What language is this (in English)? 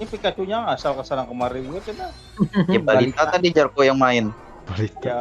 Banjar